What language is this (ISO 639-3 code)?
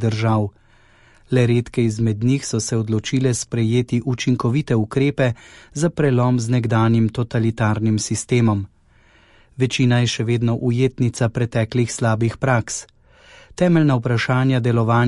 slv